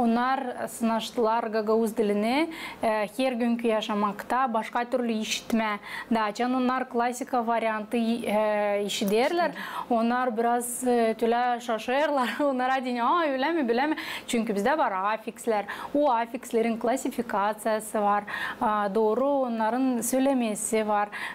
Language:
Gagauz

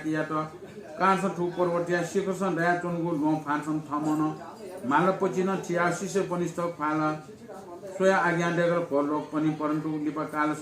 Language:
Newari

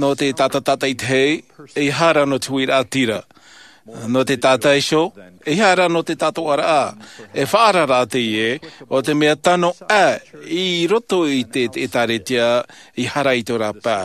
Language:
Tahitian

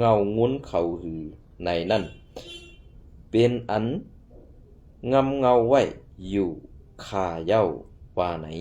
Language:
Shan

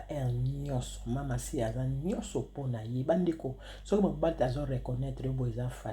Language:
Lingala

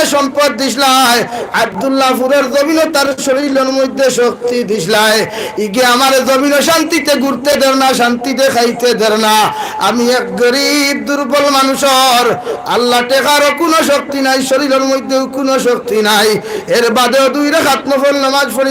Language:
Sylheti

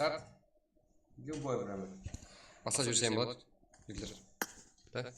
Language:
Kara-Kalpak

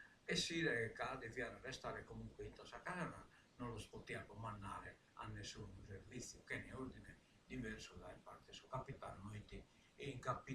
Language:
Sardinian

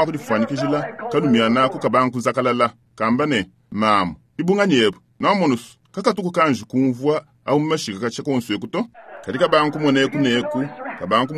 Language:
Luba-Lulua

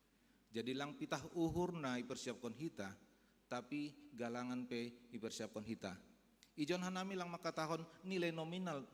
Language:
Batak Simalungun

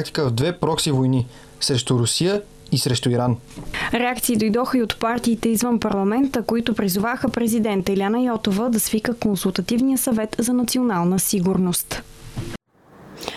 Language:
Bulgarian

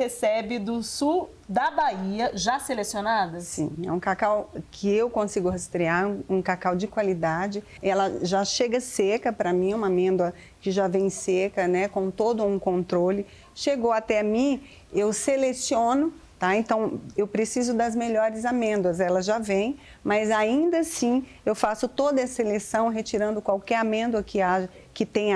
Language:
Portuguese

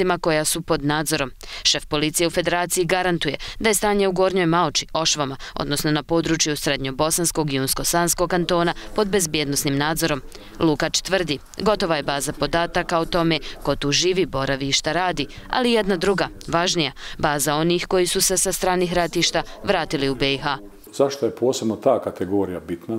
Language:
Bosnian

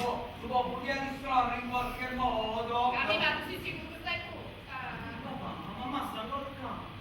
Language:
Neapolitan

